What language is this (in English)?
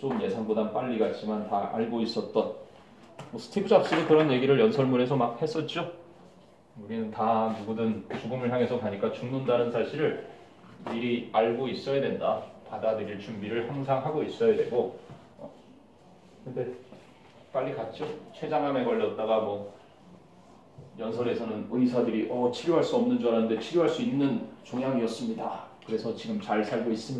Korean